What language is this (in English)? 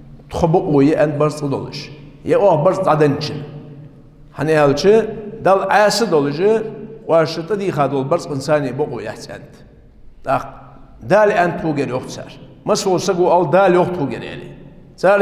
Ingush